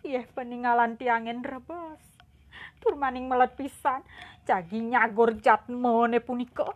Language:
Balinese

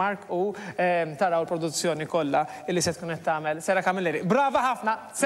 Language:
Maltese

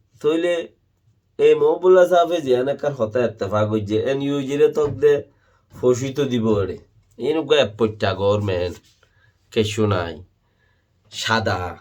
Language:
Rohingya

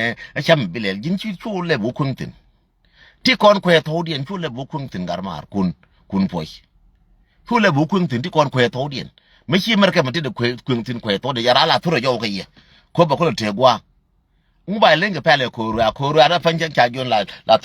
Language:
Nuer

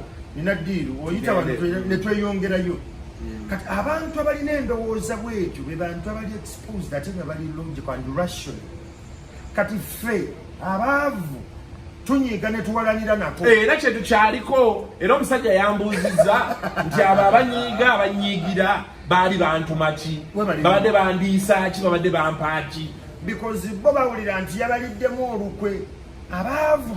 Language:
Ganda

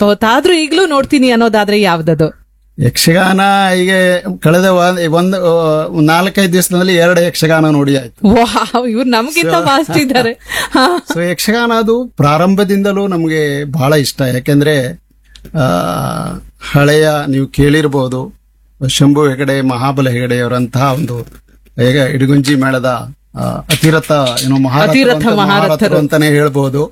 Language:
Kannada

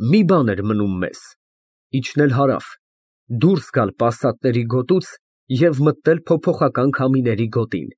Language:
Armenian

